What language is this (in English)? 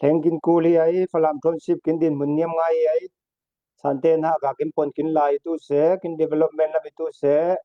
Falam Chin